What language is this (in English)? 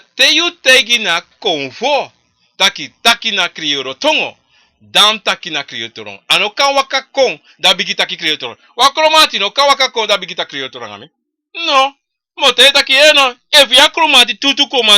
Sranan Tongo